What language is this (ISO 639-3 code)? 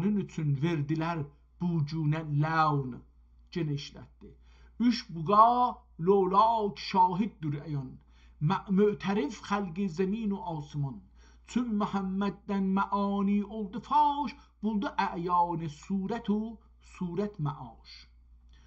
azb